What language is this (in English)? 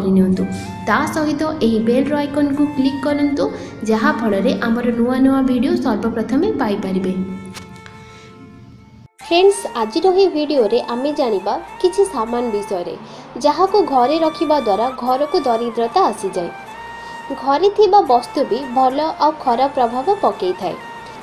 Odia